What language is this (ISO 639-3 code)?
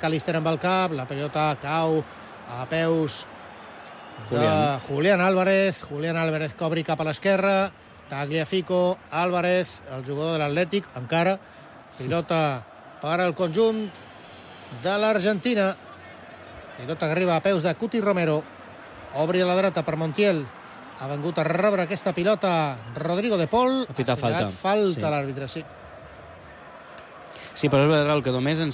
cat